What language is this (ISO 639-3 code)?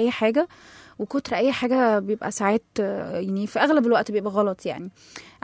arz